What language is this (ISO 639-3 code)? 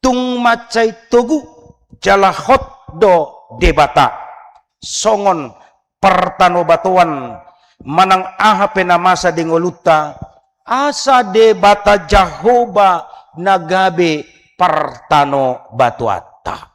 bbc